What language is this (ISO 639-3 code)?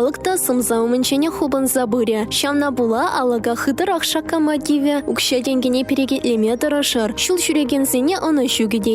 chv